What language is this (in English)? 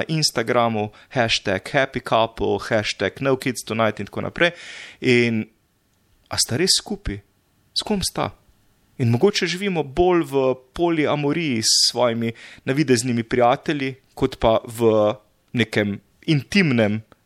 Slovenian